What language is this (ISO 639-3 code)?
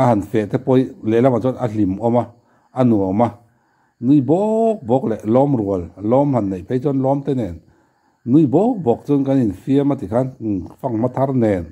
lus